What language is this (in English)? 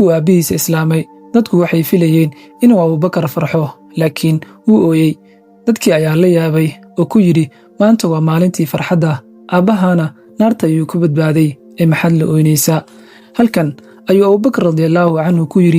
Somali